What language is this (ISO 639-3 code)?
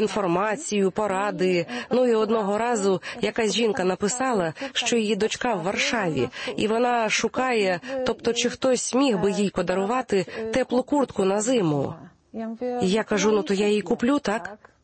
ukr